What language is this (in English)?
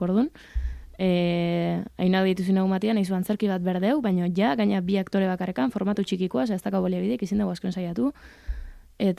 Basque